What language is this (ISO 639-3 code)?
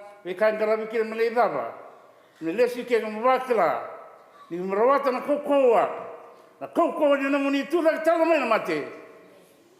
fij